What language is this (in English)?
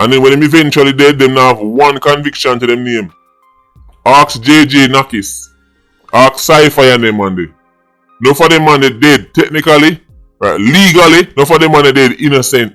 Jamaican Creole English